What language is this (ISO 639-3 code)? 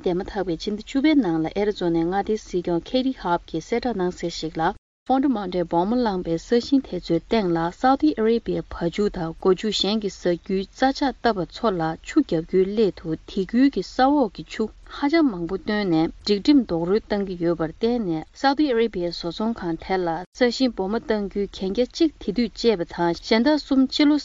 bod